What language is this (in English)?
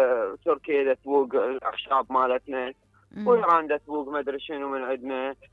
Mesopotamian Arabic